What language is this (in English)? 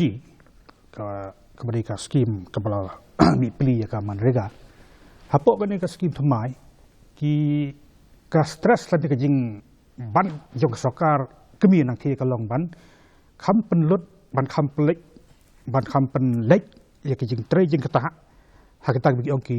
Khasi